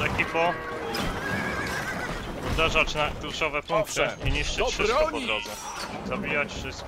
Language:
Polish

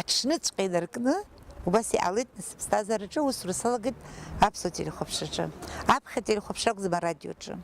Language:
Abkhazian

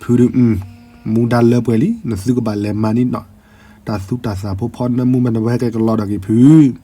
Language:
S'gaw Karen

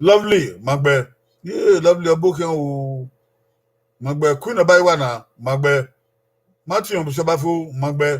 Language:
Bini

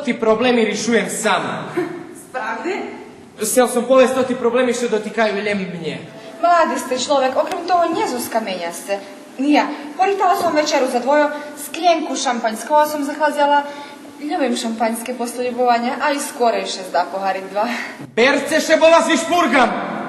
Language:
Rusyn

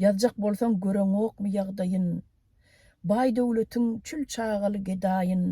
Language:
Turkmen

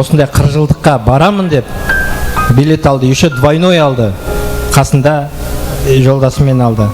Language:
Kara-Kalpak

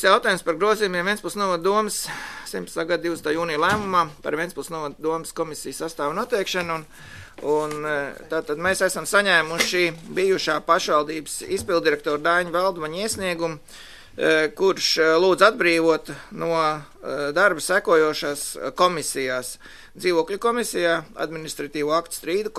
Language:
Latvian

